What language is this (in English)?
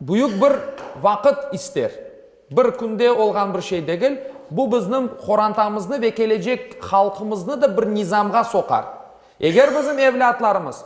Crimean Tatar